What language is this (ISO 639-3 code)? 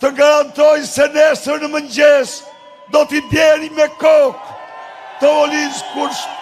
sqi